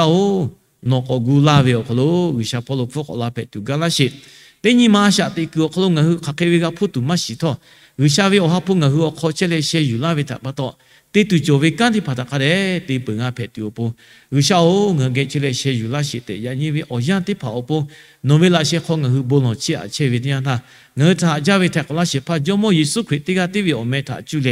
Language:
Lahu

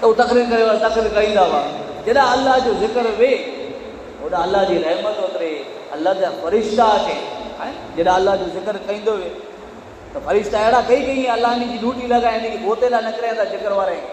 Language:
Kachhi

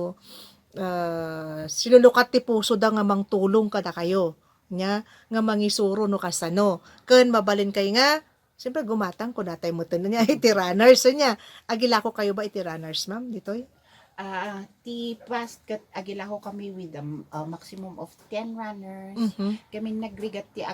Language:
Iloko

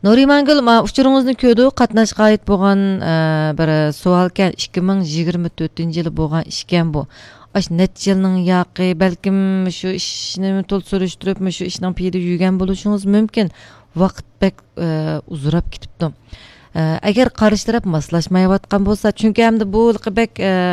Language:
Uyghur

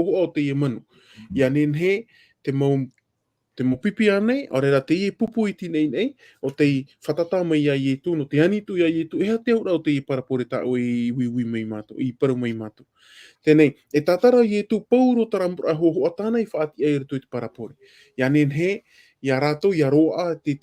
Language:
Tahitian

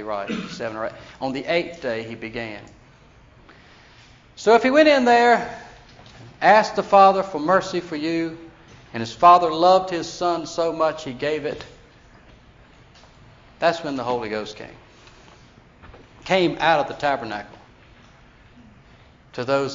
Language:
English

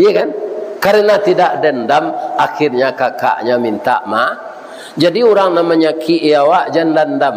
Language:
Minangkabau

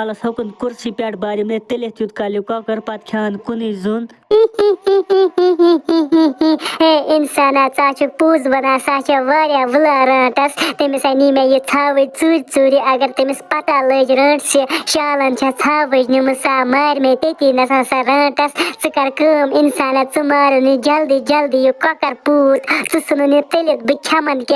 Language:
Kashmiri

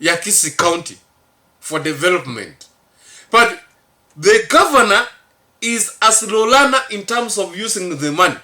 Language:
Gusii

